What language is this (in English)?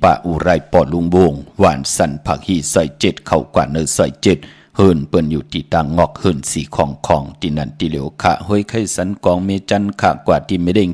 Shan